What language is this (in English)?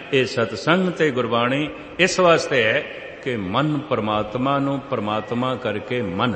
Punjabi